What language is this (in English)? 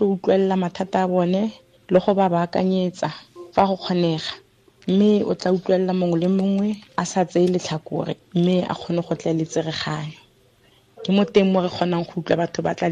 Tswana